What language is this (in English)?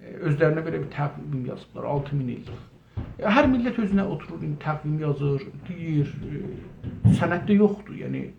South Azerbaijani